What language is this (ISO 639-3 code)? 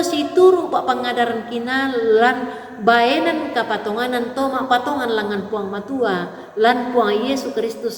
sda